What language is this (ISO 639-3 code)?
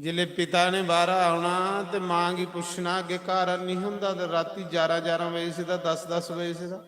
doi